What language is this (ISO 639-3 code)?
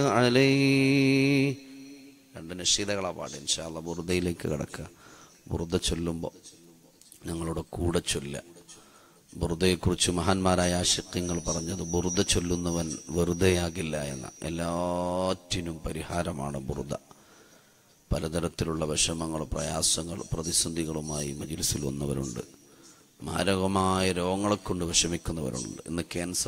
mal